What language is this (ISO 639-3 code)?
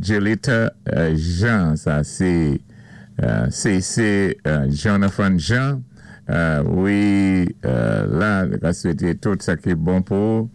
acf